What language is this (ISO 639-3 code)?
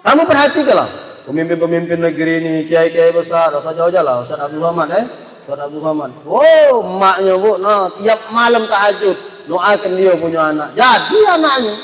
mui